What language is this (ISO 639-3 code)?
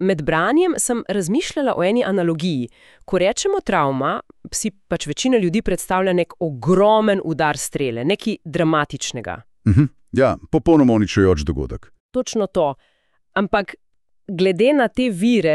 slv